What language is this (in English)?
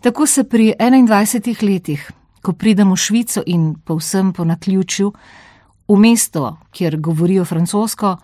Slovenian